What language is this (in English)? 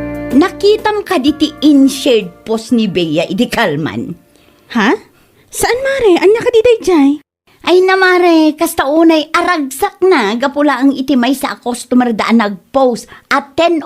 Iloko